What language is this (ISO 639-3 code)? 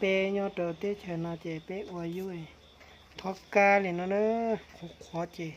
hmn